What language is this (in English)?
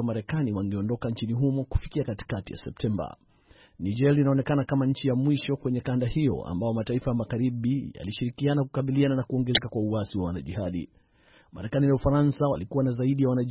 Swahili